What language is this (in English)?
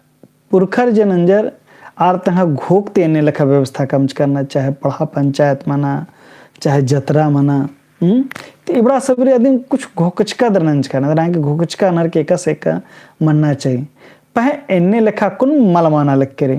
Kurukh